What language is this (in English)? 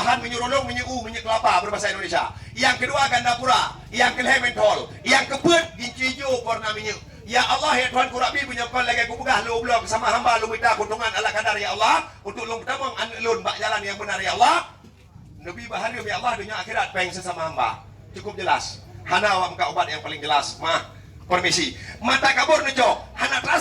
Achinese